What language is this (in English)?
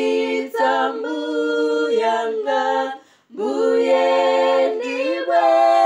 Nyanja